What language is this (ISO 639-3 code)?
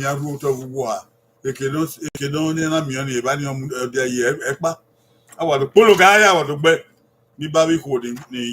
bin